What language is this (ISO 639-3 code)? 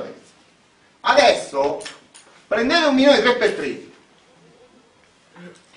ita